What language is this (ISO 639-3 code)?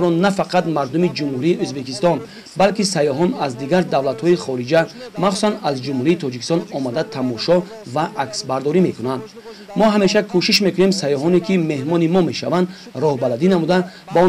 tgk